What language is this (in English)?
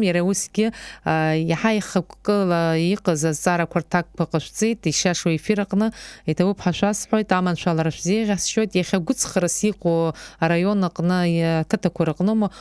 Abkhazian